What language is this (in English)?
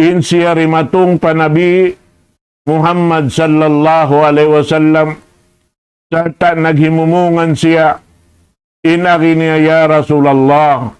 Tausug